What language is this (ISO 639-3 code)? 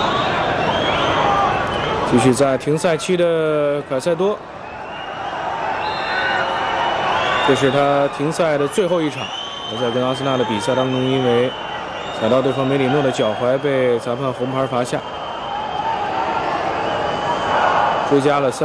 zho